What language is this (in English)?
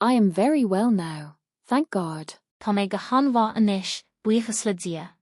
Irish